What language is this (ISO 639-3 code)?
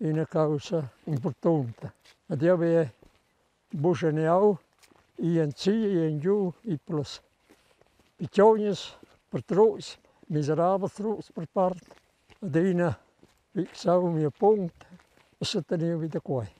roh